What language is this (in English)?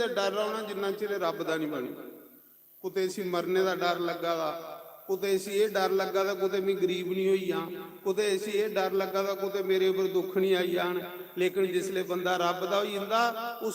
Dogri